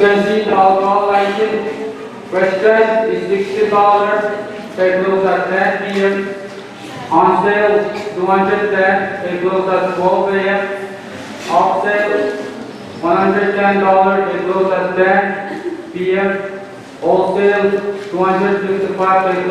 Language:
Pohnpeian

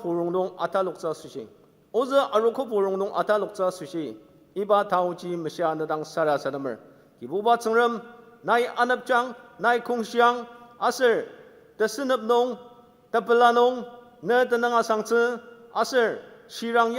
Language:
Ao Naga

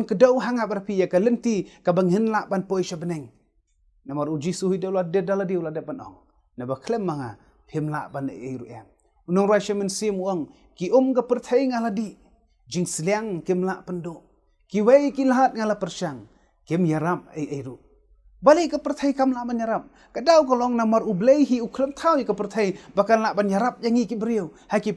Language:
Khasi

